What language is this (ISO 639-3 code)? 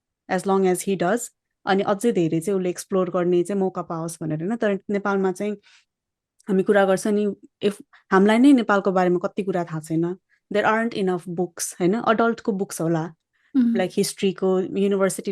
nep